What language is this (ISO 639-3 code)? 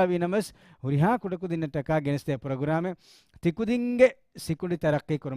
div